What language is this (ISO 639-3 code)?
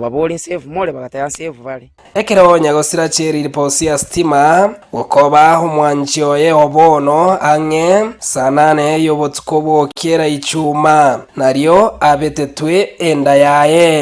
guz